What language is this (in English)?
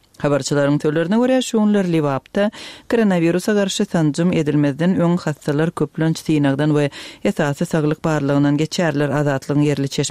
Turkmen